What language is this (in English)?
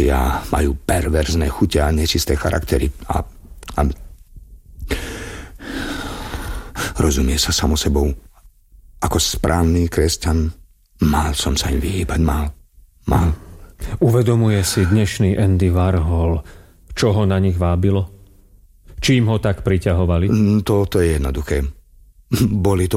Slovak